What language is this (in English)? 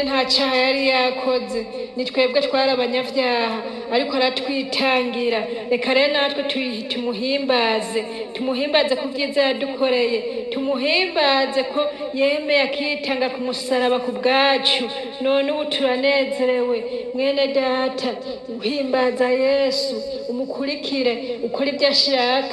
Rundi